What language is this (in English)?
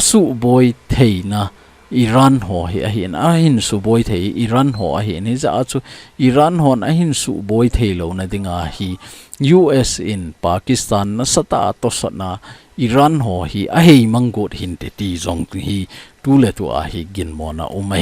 Thado Chin